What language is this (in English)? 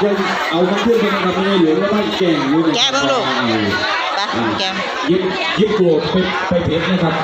Northeastern Thai